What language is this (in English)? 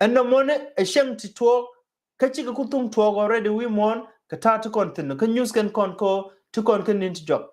Nuer